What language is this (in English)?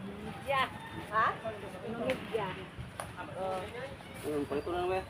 Cebuano